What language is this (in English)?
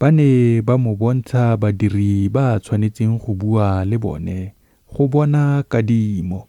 Tswana